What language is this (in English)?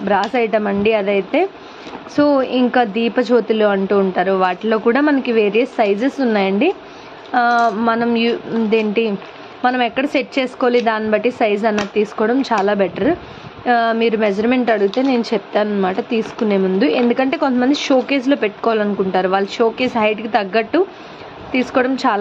Telugu